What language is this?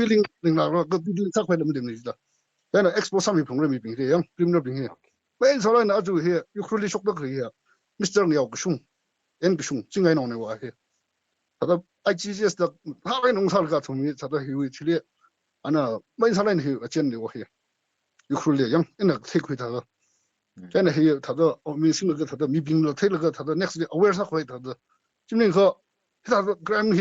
Tangkhul Naga (India)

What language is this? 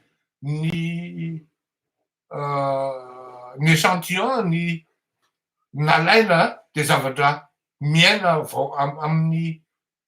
Malagasy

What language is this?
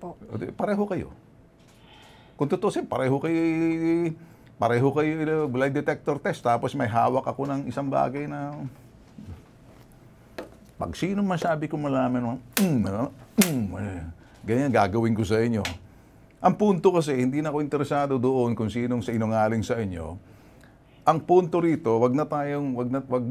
Filipino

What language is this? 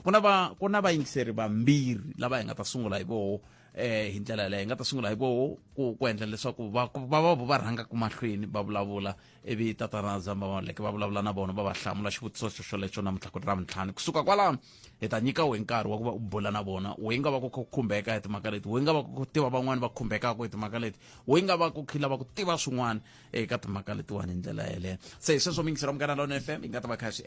Tsonga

